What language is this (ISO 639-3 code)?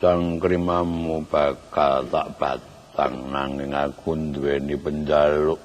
jav